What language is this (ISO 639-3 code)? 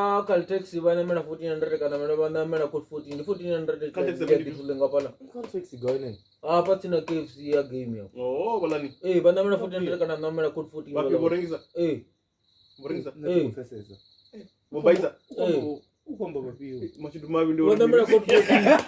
ven